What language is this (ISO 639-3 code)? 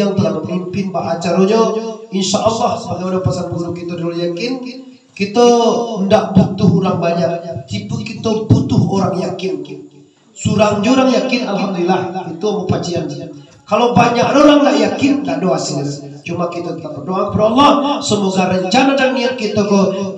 min